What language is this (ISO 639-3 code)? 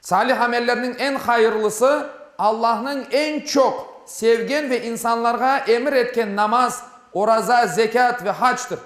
crh